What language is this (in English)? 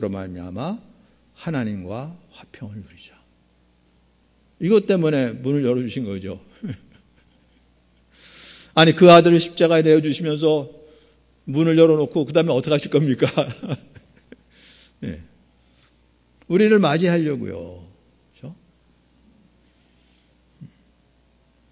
Korean